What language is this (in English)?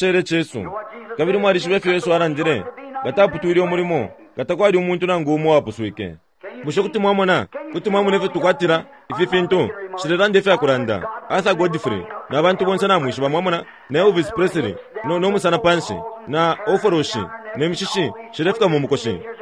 Bemba